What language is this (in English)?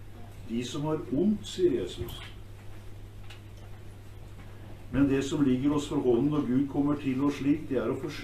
Norwegian